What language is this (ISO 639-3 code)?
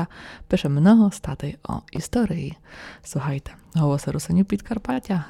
rue